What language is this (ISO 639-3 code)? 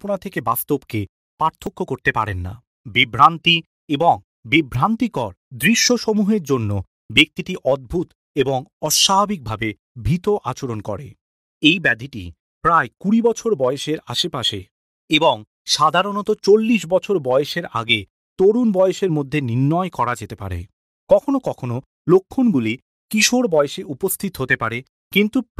ben